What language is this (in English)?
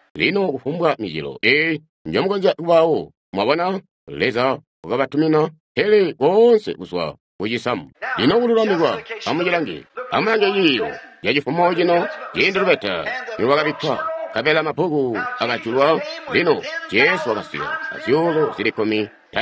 Tonga (Zambia)